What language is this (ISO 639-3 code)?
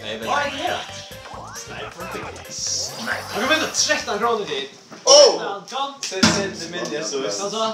fao